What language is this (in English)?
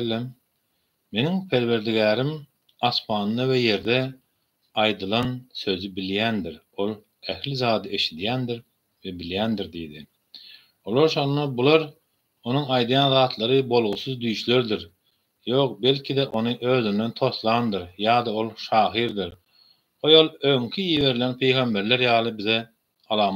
Turkmen